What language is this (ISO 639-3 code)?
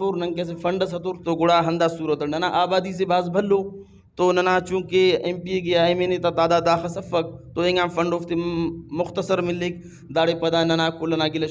brh